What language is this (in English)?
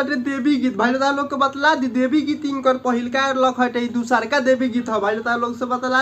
Bhojpuri